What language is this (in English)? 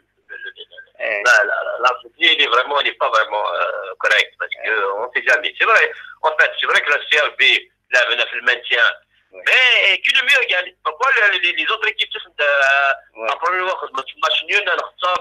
Kabyle